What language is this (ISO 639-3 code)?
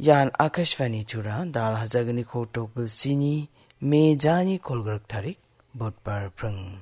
grt